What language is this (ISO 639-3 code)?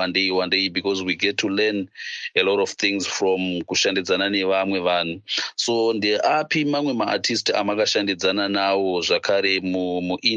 sna